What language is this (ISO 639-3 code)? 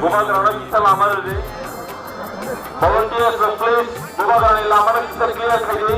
trp